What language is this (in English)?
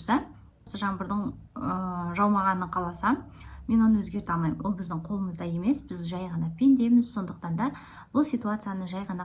Kazakh